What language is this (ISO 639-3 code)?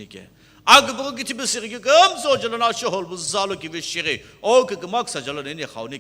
nsm